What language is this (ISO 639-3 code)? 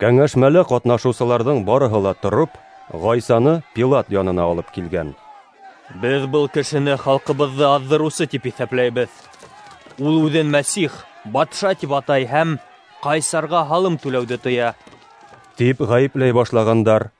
bak